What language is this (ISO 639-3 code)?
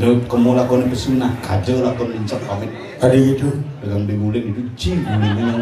ban